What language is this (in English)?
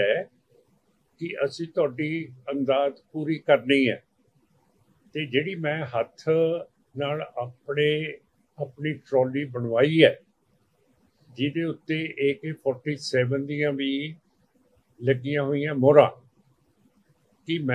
Punjabi